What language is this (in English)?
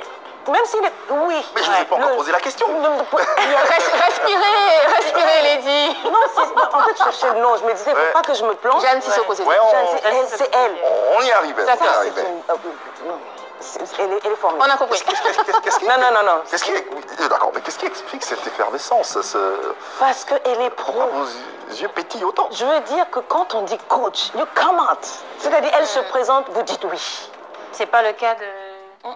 French